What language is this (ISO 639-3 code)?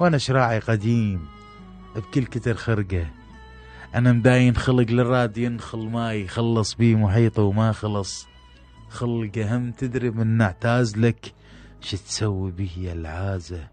acm